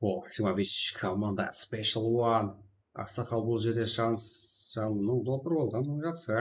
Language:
Kara-Kalpak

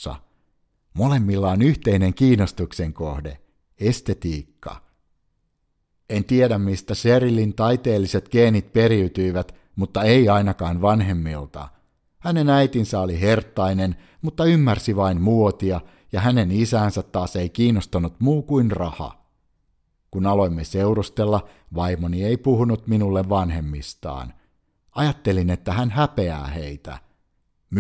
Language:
Finnish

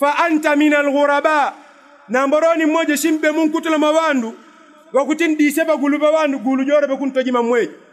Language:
Yao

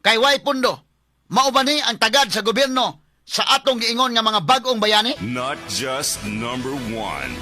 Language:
Cebuano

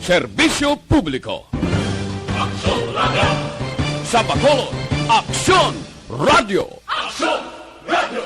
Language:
Hiligaynon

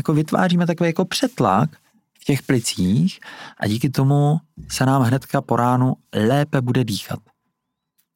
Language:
Czech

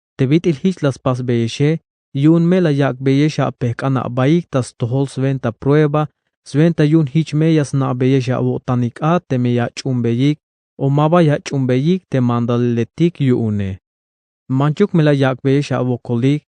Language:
Tzeltal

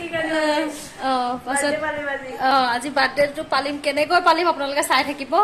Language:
Assamese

